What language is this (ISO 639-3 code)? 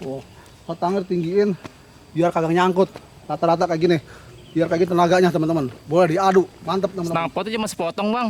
bew